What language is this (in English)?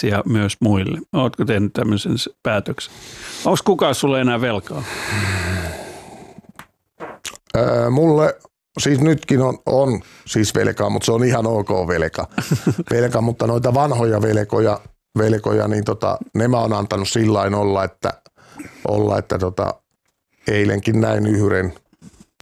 Finnish